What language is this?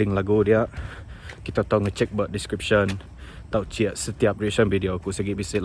Iban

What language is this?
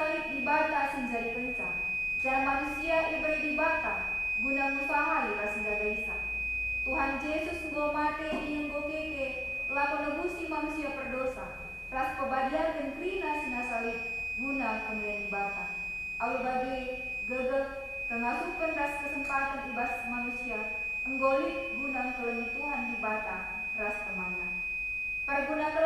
Batak Karo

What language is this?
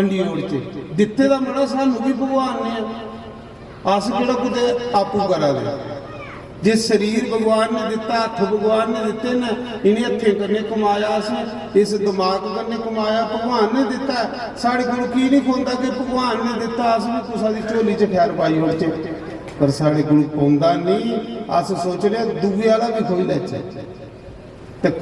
Dogri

